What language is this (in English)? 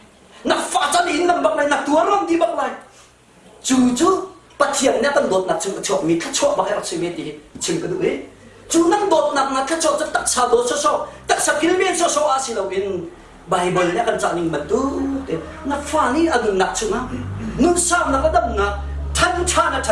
Hakha Chin